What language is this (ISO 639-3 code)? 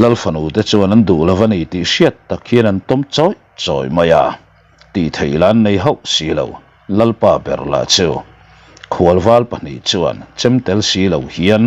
lus